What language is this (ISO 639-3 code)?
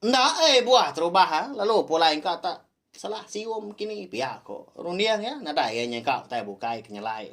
iba